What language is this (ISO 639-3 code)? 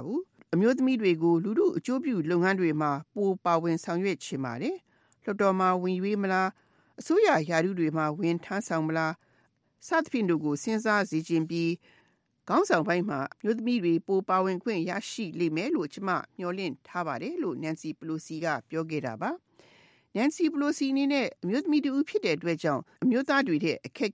mya